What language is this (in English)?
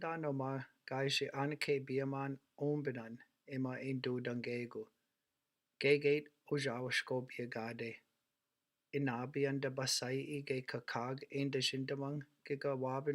Chippewa